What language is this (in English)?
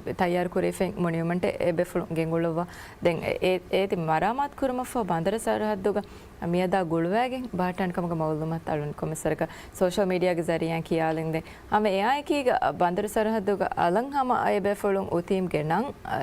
Divehi